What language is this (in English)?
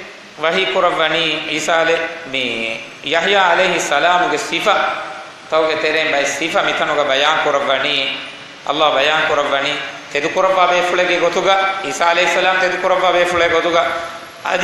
Divehi